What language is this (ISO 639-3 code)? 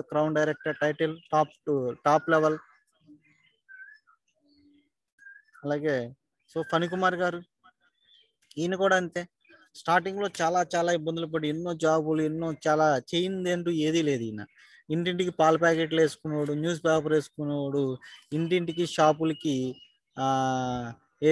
tel